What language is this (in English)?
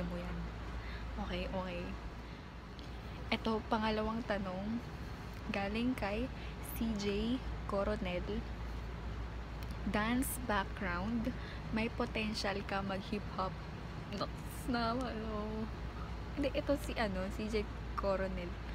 Filipino